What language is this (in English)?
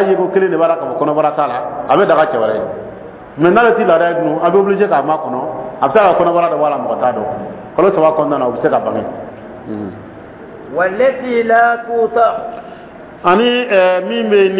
Dyula